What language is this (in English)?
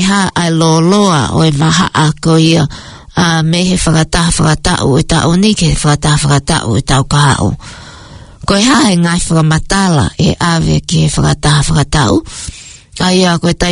Tongan